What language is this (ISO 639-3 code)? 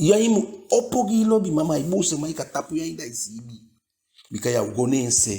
djk